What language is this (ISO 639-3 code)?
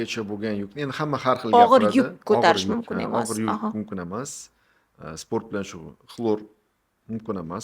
uzb